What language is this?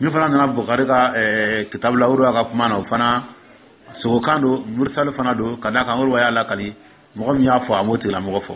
Dyula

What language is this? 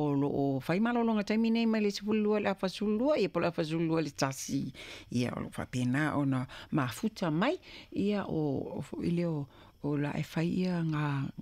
Samoan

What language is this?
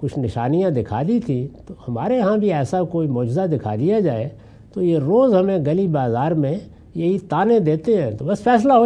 Urdu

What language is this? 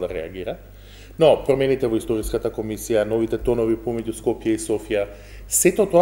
Macedonian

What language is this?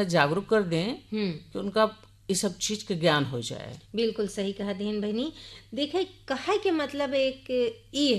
Bhojpuri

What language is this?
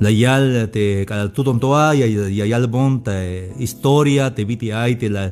Tzeltal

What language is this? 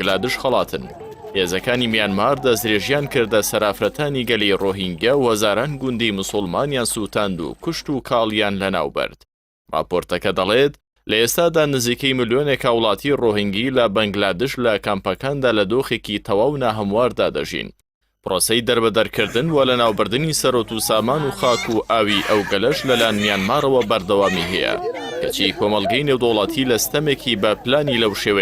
Central Kurdish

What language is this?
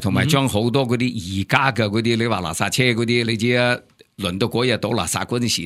Cantonese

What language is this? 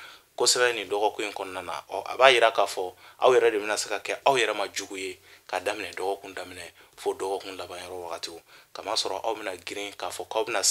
Bambara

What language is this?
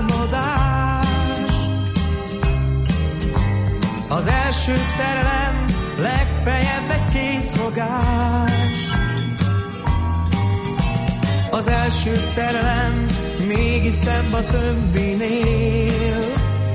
Hungarian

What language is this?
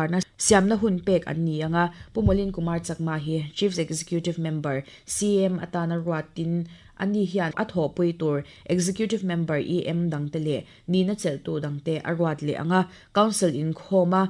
Mizo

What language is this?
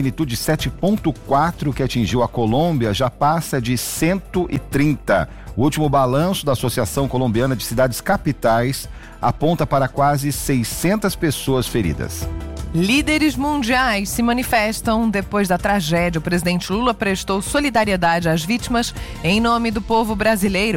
Portuguese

